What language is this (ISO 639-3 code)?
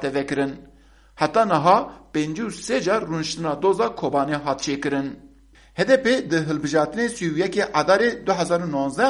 kur